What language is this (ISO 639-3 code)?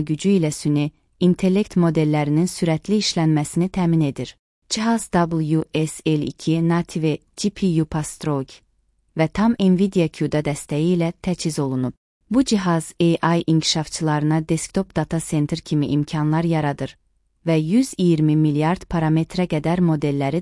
aze